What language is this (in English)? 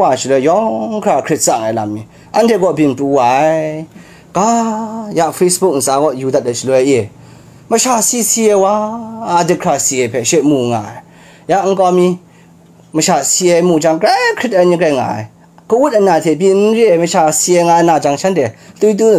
Kachin